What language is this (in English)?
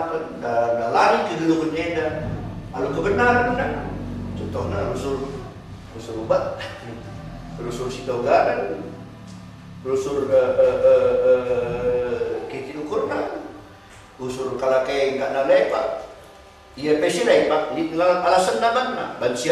Batak Karo